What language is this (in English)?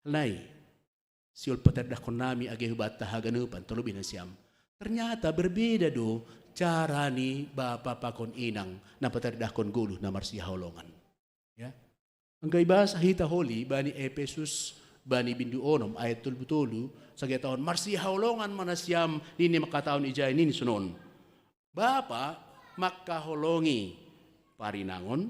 Batak Simalungun